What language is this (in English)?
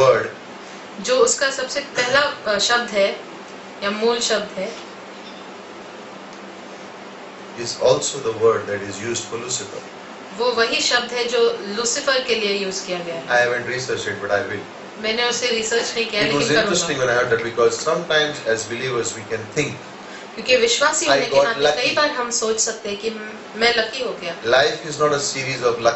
Hindi